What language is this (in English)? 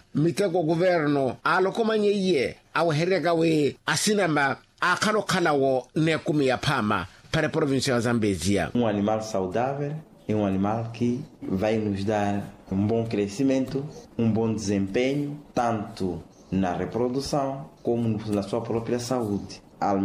Makhuwa